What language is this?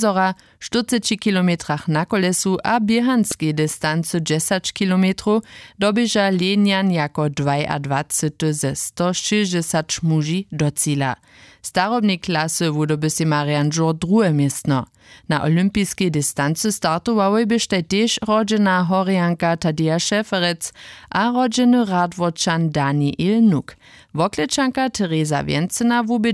Upper Sorbian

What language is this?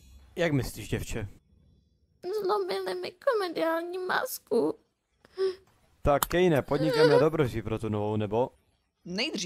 Czech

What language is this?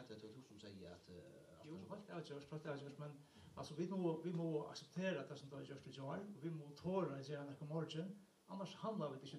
Faroese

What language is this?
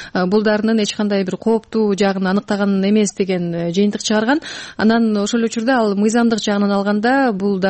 Kyrgyz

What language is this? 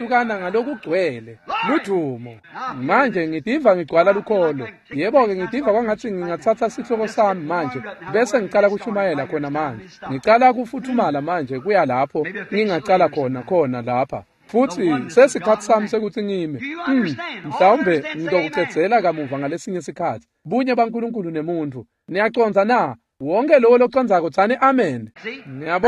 Swati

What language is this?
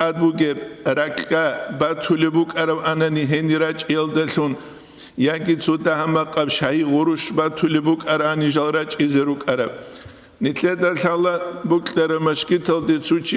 Avaric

